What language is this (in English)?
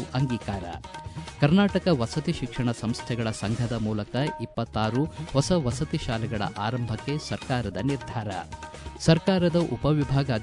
Kannada